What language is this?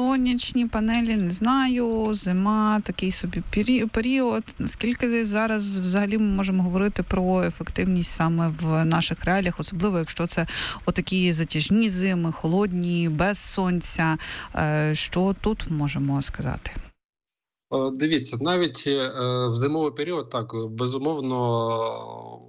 Ukrainian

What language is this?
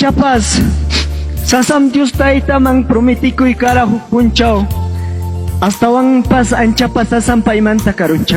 Ayacucho Quechua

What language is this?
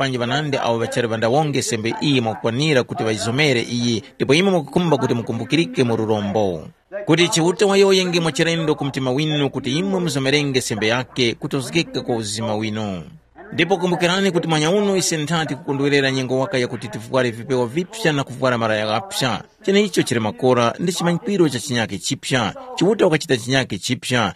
Tumbuka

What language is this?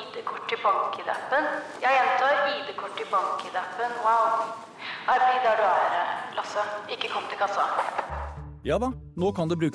Norwegian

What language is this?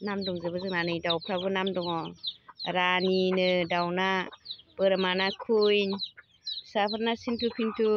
Bodo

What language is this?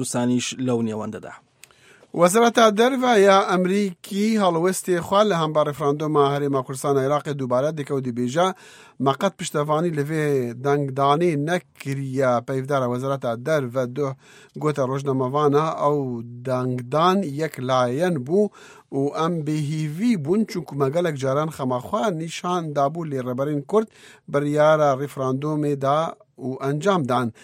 Central Kurdish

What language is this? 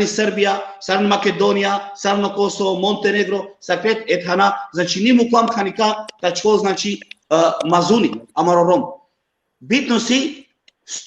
Balkan Romani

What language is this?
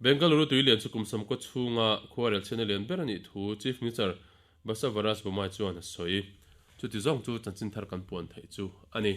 Mizo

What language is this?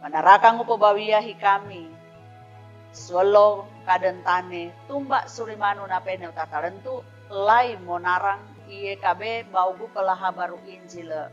Sangir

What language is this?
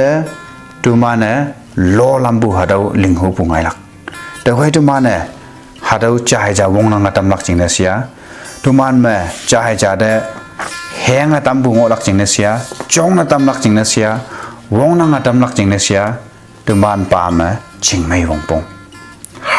Konyak Naga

